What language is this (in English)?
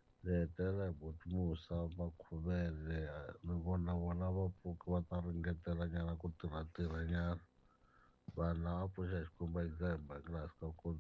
Tsonga